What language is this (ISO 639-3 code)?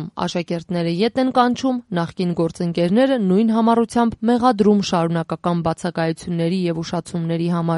hye